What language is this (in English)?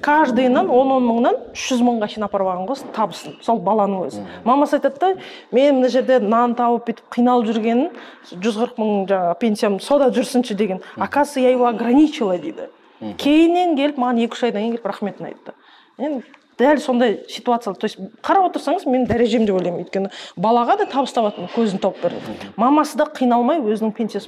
Kazakh